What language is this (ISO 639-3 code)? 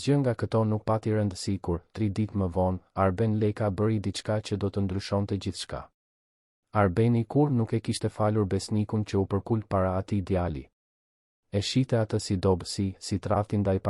sqi